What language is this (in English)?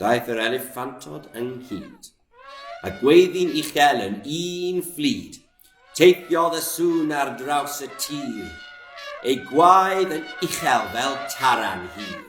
Welsh